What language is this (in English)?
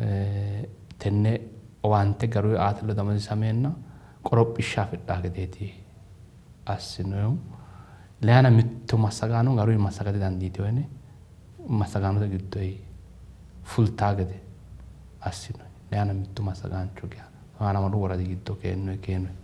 Sidamo